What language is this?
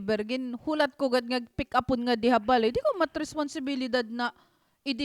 Waray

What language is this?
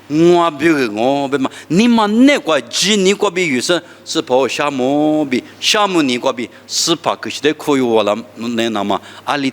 Lisu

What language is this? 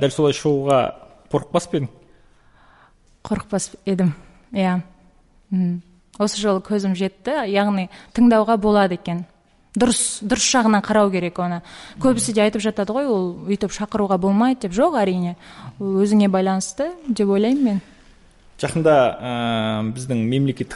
Kazakh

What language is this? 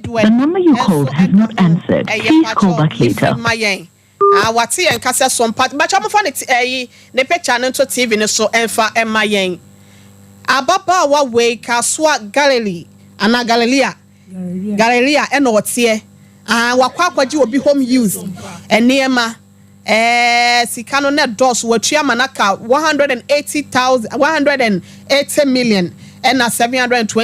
Akan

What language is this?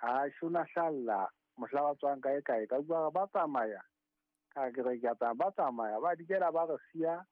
Southern Sotho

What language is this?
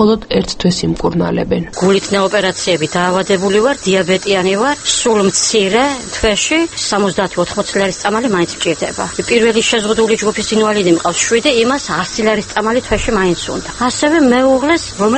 Georgian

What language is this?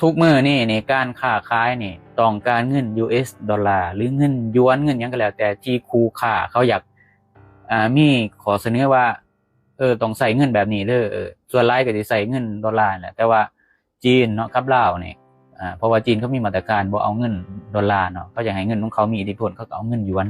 Lao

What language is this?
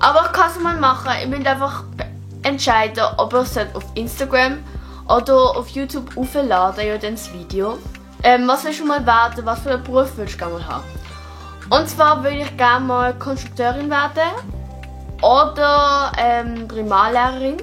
Swiss German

